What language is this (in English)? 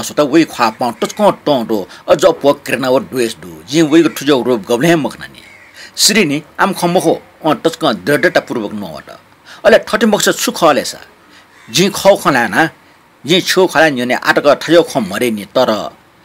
Newari